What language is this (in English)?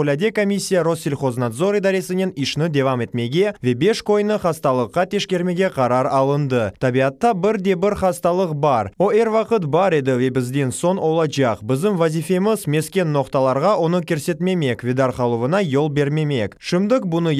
Crimean Tatar